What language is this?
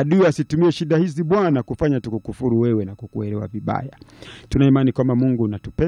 Swahili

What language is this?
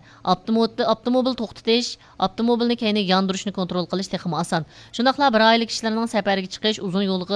Uyghur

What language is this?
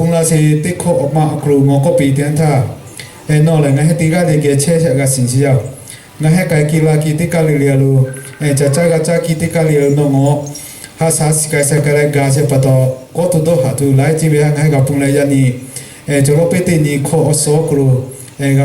Lahu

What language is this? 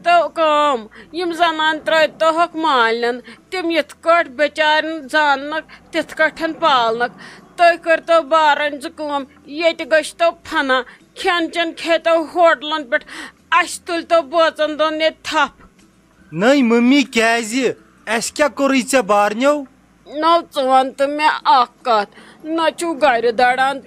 Kashmiri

